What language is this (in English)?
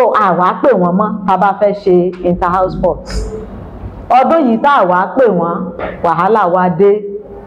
Yoruba